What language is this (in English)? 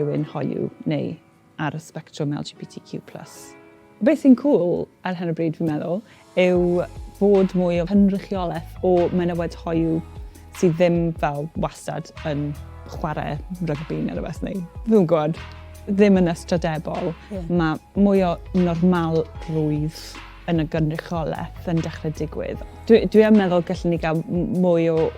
Welsh